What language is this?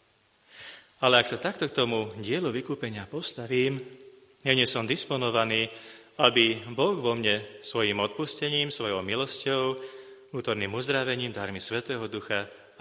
Slovak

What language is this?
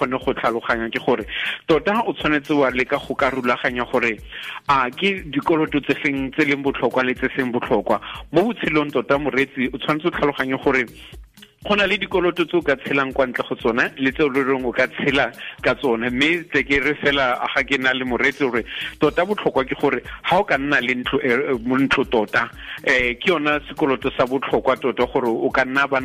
Tswana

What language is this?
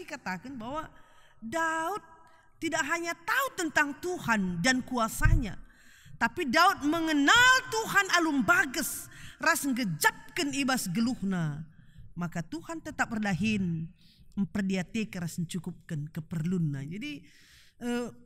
Batak Karo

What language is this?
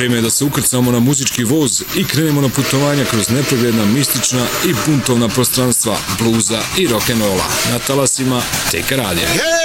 Bosnian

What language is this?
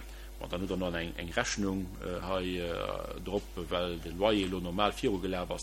Luxembourgish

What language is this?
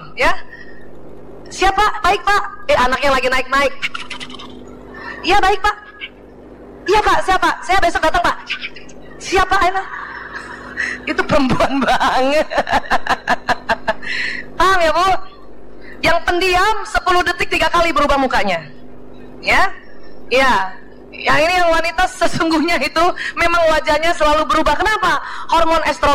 Indonesian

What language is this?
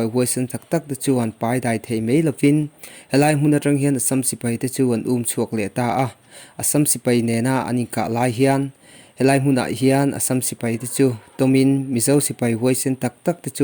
Mizo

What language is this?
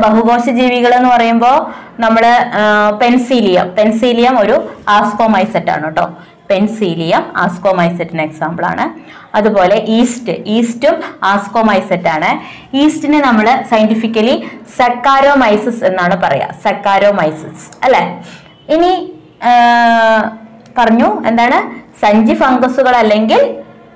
Malayalam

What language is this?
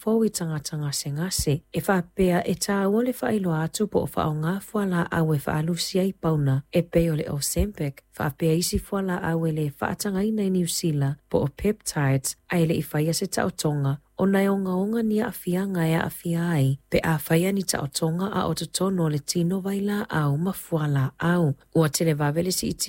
Samoan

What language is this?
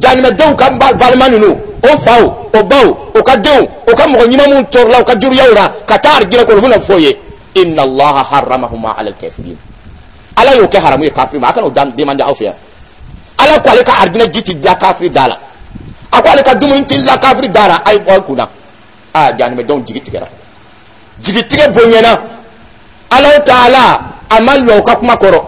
Dyula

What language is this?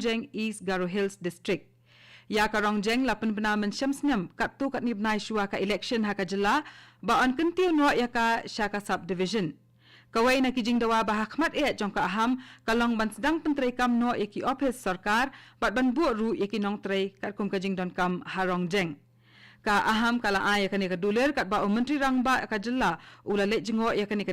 Khasi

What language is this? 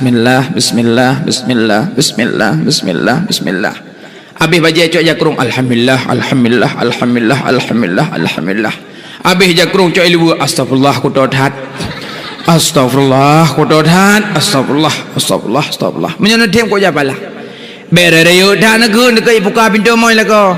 Achinese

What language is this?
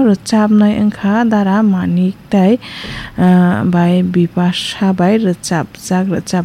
Kok Borok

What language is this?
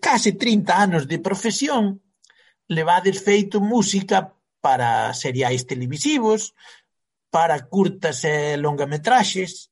Galician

